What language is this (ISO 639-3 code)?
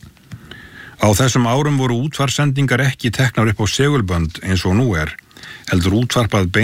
isl